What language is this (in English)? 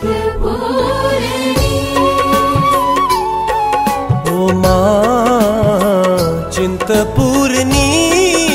Hindi